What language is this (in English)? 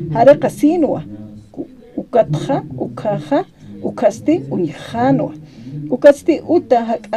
Aymara